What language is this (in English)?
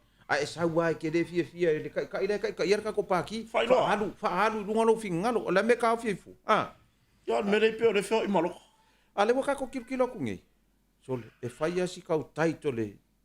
Samoan